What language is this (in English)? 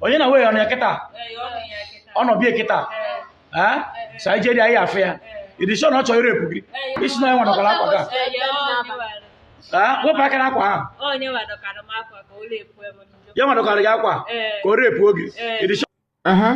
Igbo